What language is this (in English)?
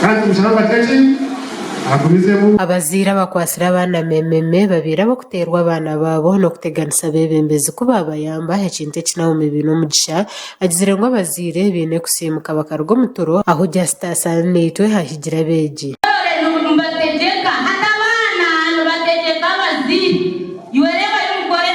Nyankole